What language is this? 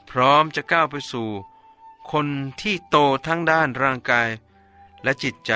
Thai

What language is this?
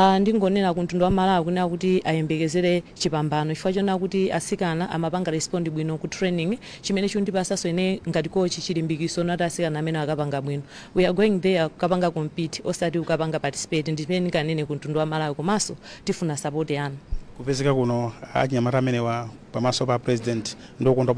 Nyanja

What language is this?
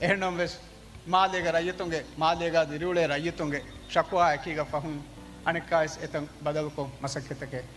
Divehi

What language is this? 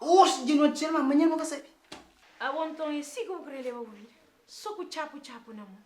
Kabuverdianu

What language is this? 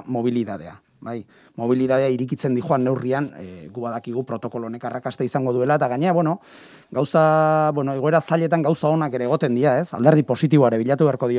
Basque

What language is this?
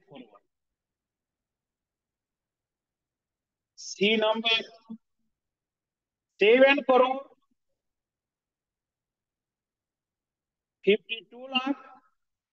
Hindi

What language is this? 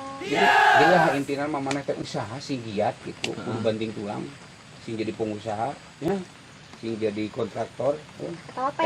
Sundanese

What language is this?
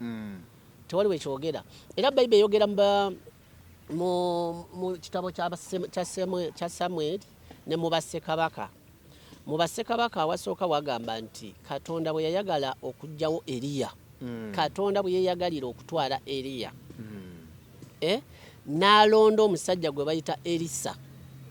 Ganda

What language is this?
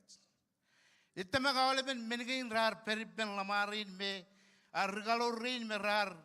Marshallese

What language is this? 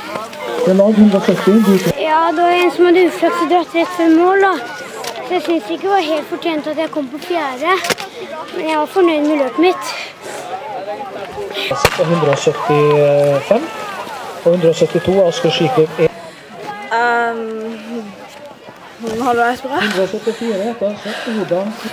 Norwegian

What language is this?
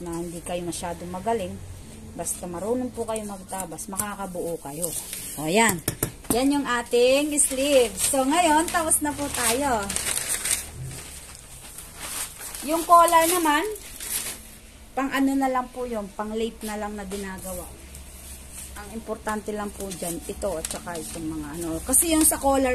Filipino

